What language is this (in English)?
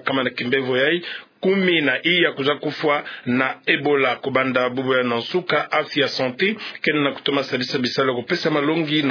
Kituba (Democratic Republic of Congo)